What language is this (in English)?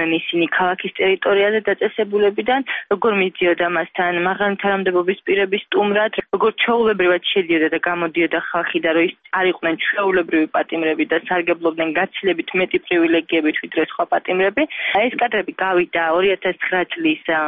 Georgian